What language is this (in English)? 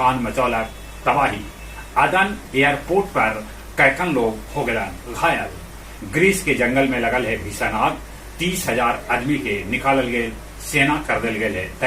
Magahi